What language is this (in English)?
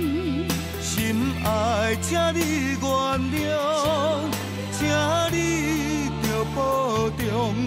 Min Nan Chinese